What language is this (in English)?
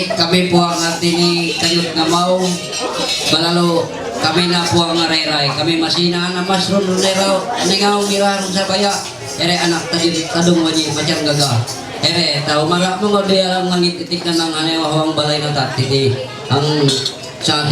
Ma'anyan